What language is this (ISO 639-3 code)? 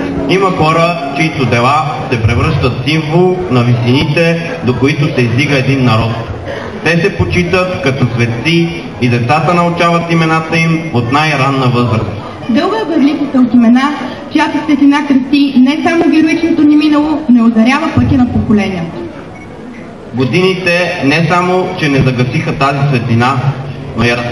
bul